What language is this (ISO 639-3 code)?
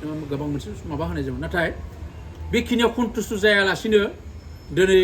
brx